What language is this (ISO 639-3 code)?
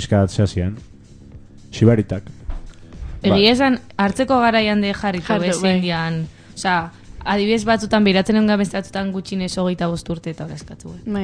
eus